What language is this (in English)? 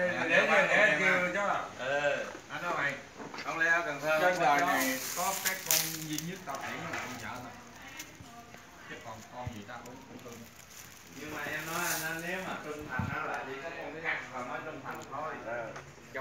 Vietnamese